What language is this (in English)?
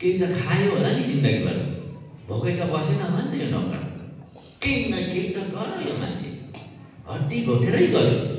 Nepali